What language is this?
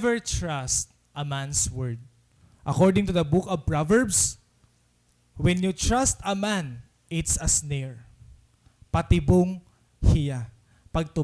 Waray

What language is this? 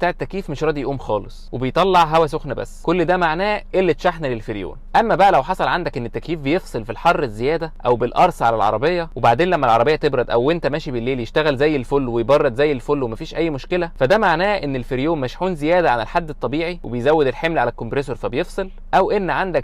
Egyptian Arabic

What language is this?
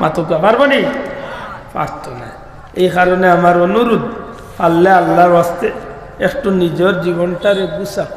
Sylheti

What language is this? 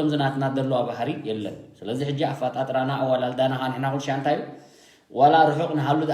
Tigrinya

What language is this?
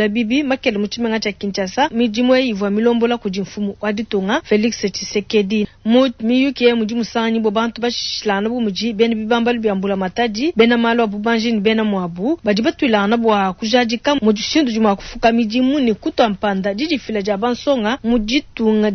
Luba-Lulua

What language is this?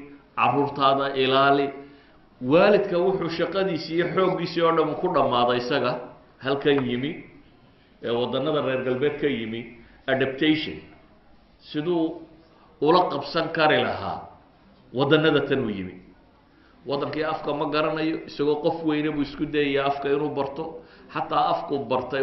Somali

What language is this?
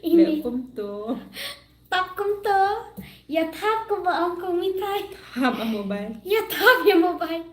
Khasi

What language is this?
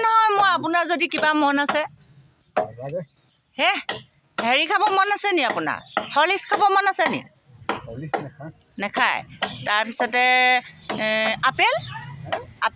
Assamese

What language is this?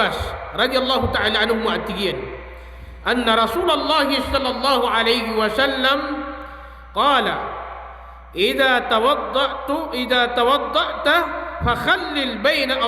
Maranao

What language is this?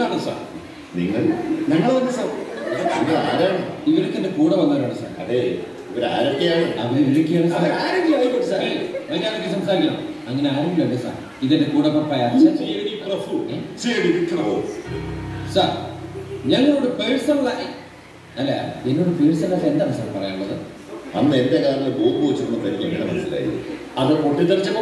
Malayalam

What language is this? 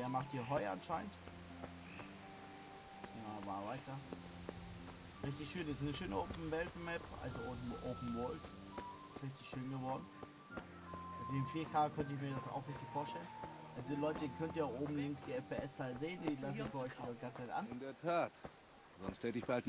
German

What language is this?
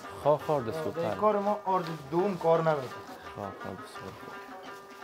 Persian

